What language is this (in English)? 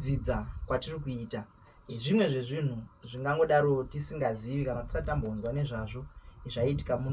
Shona